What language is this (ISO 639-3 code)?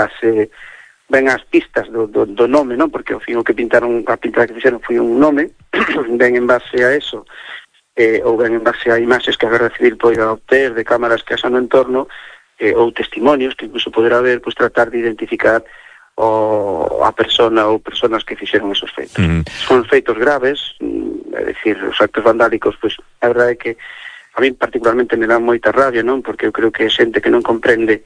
glg